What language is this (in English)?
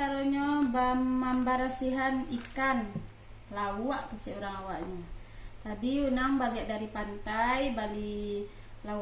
Minangkabau